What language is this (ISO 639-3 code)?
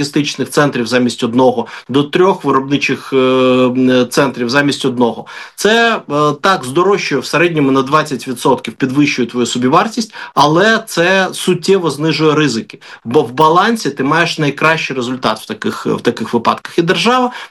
ukr